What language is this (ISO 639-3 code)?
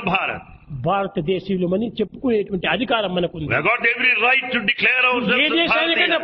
tel